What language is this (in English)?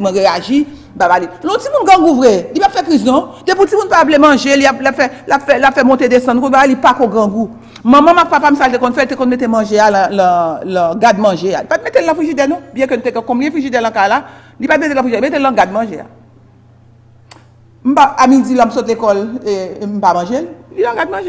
Haitian Creole